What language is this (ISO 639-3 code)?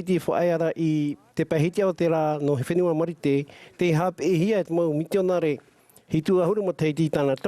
tah